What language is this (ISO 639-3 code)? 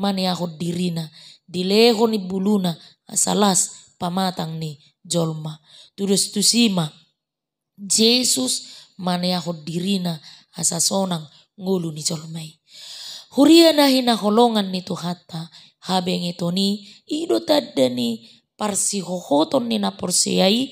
bbc